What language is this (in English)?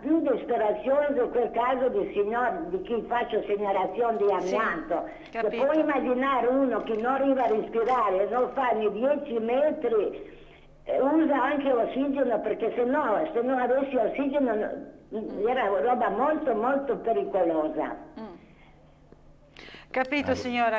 Italian